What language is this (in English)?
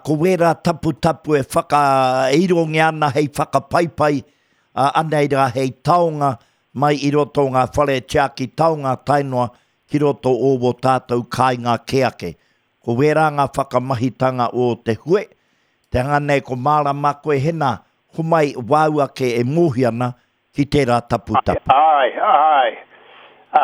Māori